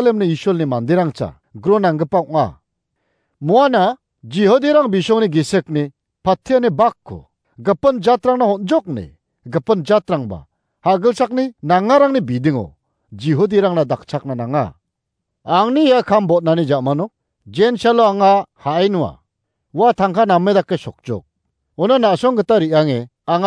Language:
Garo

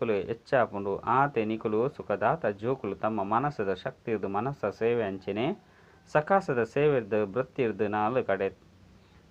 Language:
Tulu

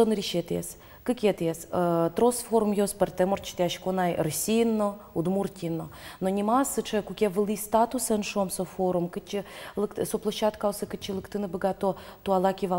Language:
Udmurt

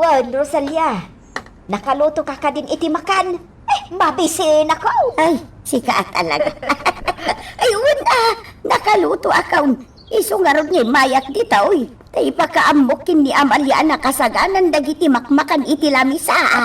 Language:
Iloko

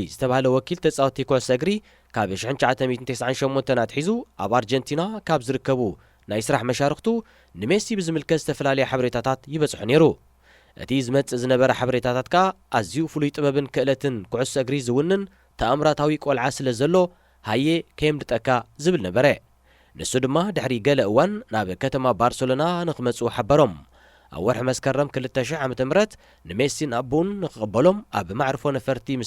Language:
Tigrinya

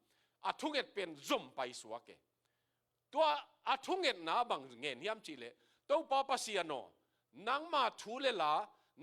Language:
Tedim Chin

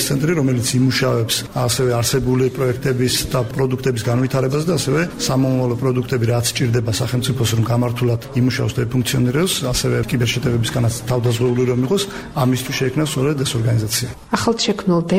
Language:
Georgian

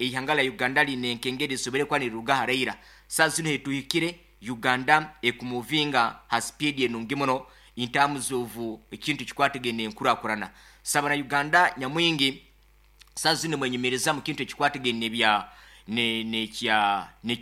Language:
Nyankole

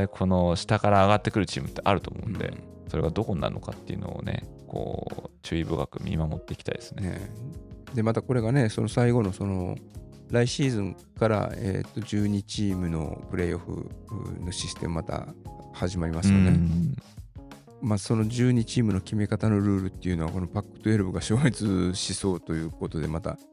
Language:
Japanese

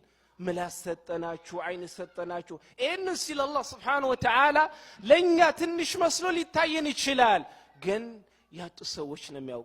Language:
Amharic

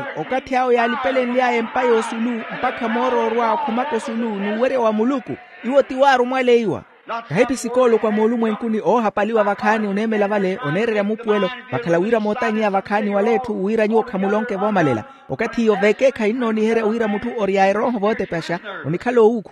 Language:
Makhuwa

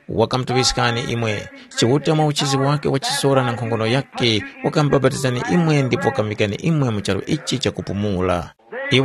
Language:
Tumbuka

